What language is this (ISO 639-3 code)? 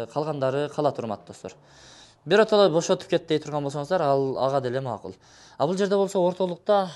kir